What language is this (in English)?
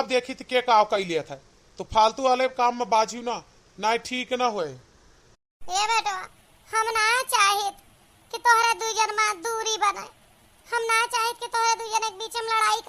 Awadhi